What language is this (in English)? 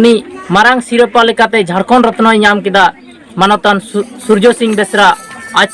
Santali